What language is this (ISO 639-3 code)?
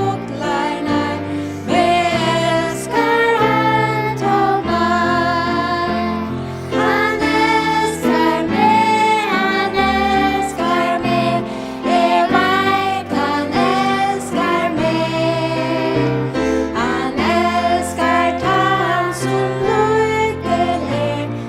fao